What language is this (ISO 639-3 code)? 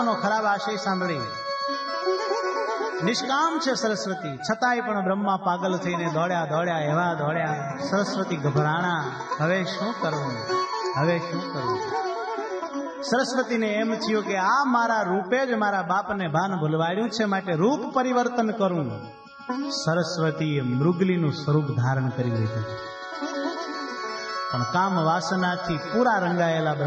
guj